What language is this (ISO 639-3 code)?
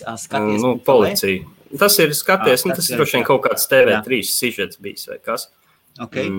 lav